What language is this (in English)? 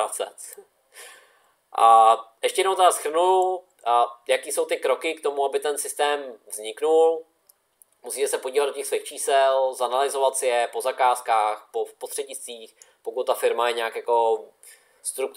Czech